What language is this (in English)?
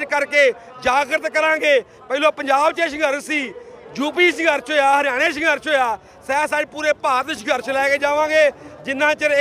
Punjabi